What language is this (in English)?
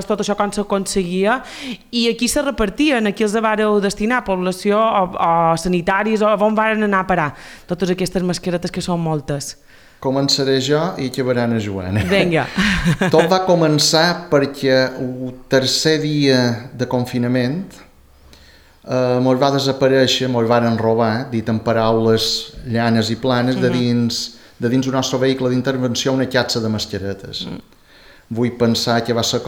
Catalan